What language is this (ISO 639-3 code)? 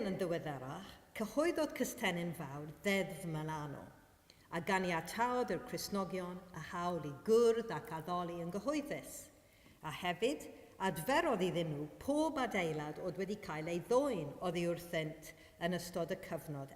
cym